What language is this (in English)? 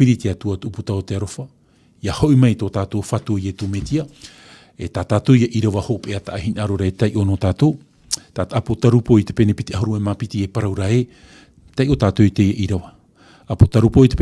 Tahitian